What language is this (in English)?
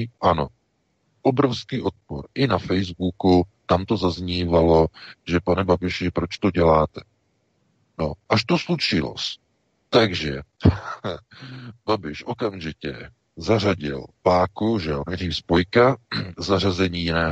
Czech